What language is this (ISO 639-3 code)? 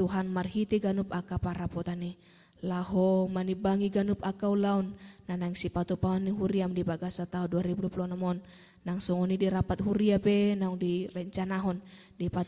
bbc